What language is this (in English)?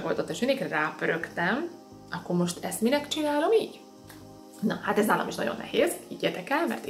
Hungarian